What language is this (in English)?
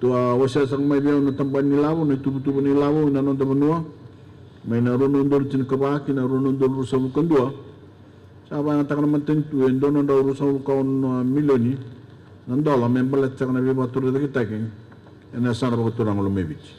Fijian